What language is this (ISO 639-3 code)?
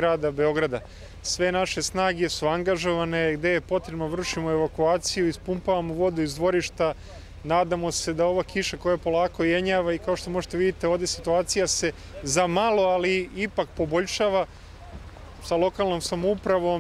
srp